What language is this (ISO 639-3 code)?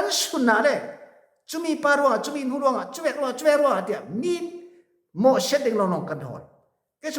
cfm